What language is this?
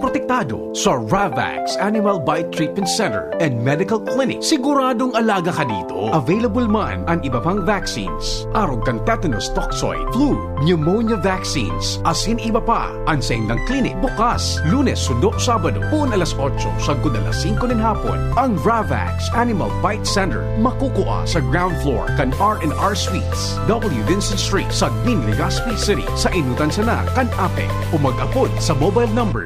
Bikol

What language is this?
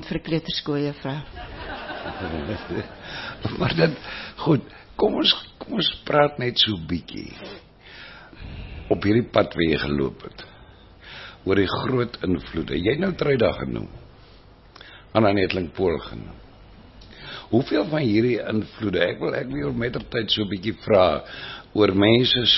Afrikaans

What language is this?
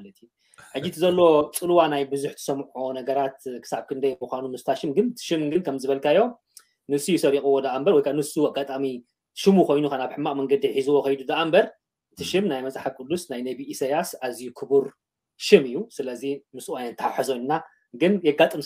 Tigrinya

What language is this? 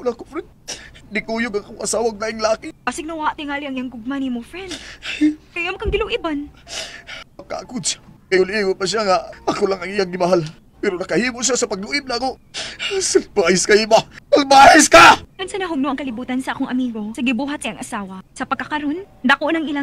Cebuano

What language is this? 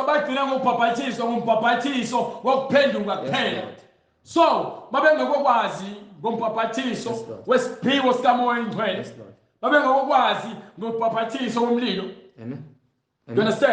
Zulu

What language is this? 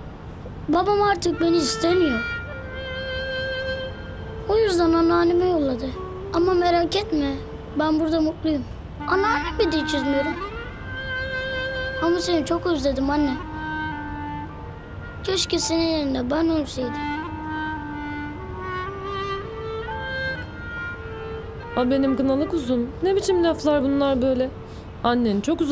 Turkish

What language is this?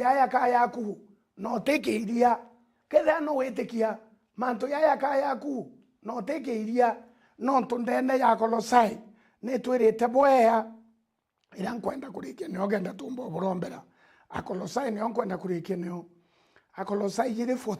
Meru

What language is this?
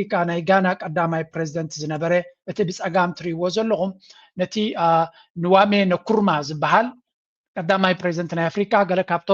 Tigrinya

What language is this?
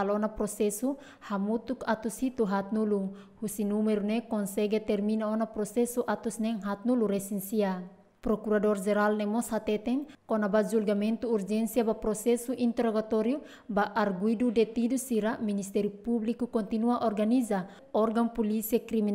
Tetum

